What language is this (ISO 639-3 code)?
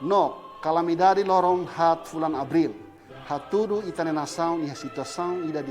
tet